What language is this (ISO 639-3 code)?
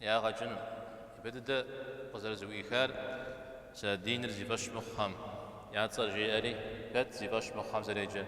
kbd